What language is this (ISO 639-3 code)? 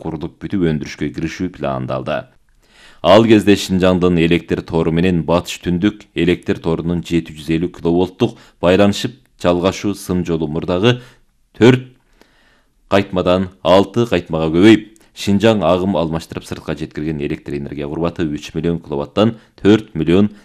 kir